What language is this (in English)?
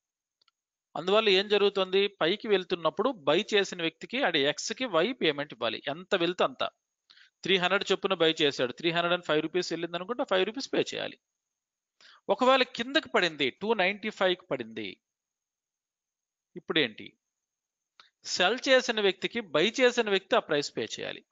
Telugu